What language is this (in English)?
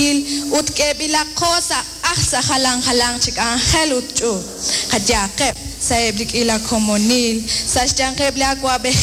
Kekchí